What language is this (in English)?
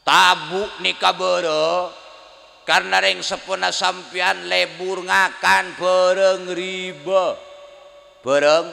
Madurese